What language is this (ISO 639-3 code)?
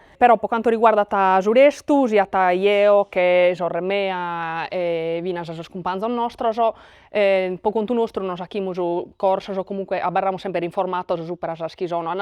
srd